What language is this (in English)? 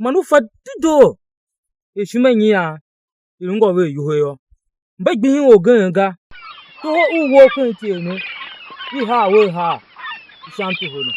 Tiv